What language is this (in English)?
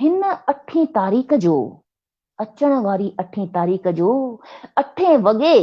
Sindhi